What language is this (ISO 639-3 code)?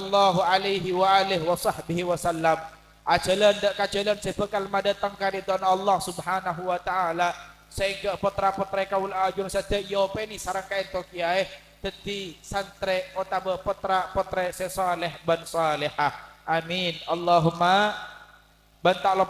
mad